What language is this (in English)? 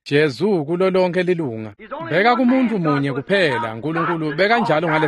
Swati